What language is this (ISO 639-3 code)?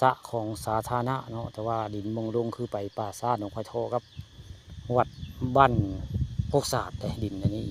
tts